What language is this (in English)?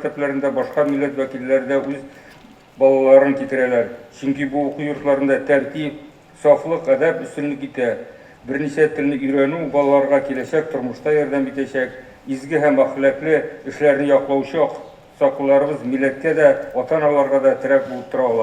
Tatar